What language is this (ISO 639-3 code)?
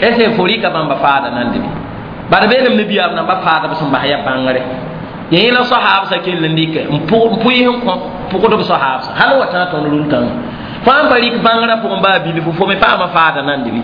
mos